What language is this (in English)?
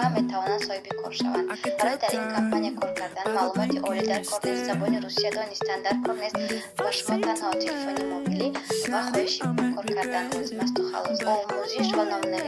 Tajik